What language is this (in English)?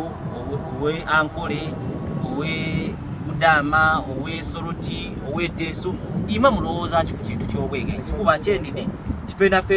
Soga